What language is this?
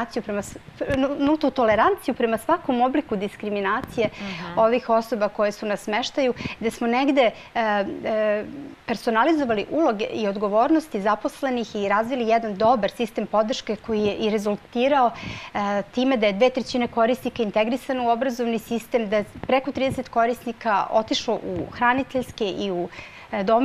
Serbian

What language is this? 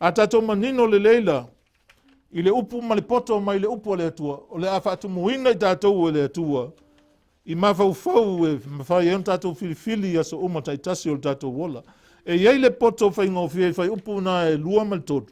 Samoan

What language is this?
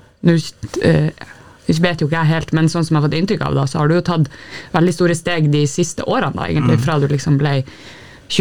Norwegian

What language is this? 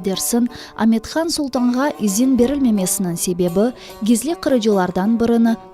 Crimean Tatar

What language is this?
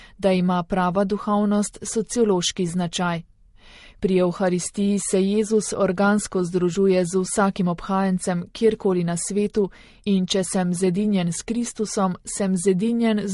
Slovenian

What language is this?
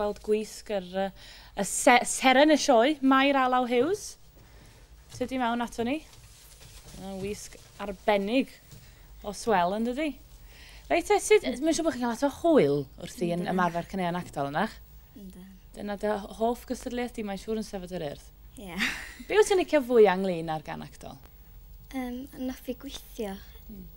Welsh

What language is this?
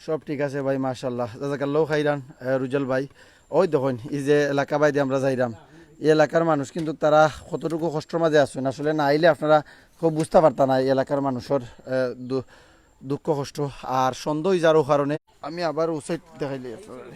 Sylheti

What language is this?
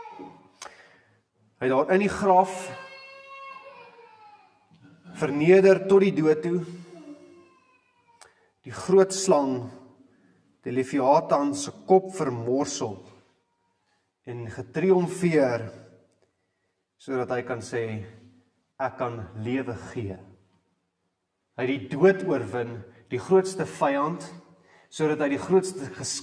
Afrikaans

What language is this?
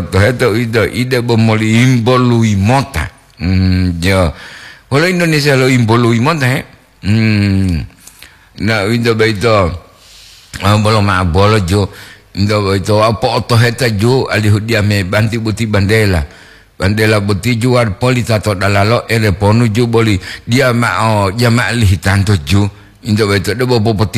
Gorontalo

